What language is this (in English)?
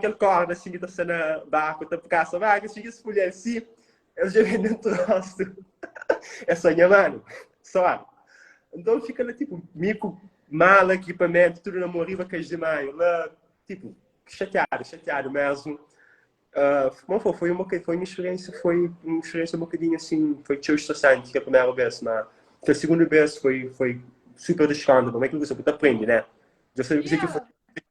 Kabuverdianu